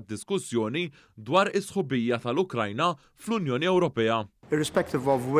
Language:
Maltese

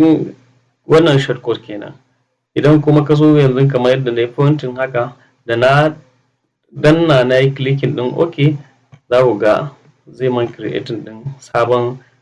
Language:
Hausa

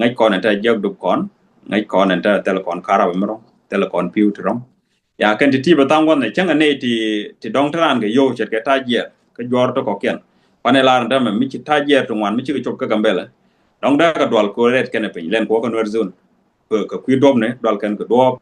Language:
Nuer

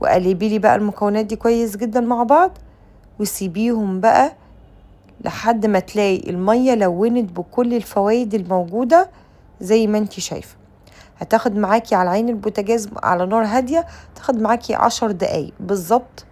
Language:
Egyptian Arabic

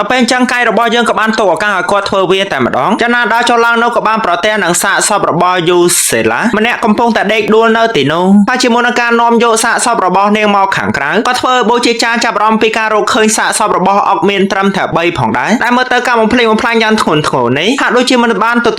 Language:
Khmer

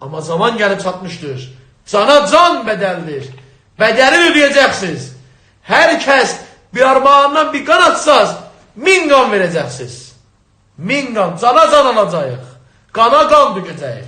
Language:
South Azerbaijani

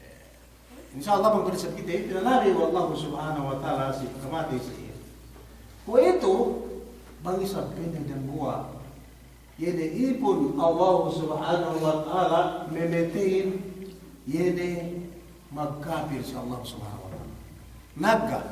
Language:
Yakan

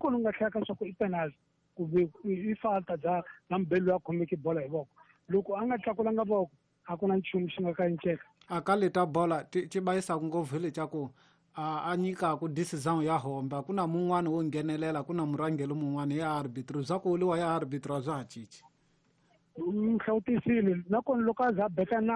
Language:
Tsonga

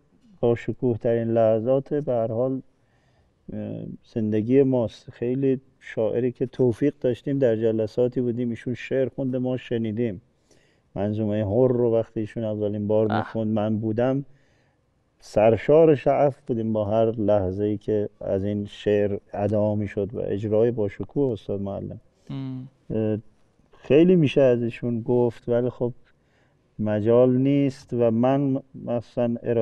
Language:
Persian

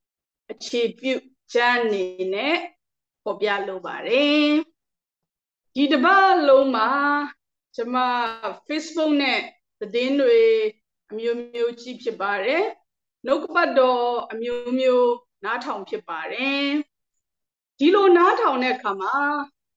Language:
Burmese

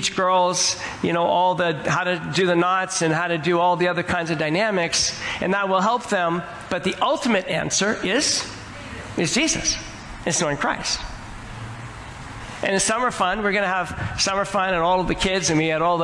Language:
English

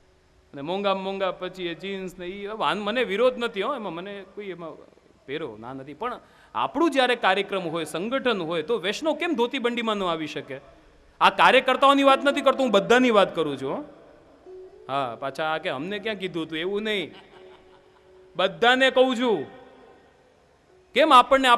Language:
Gujarati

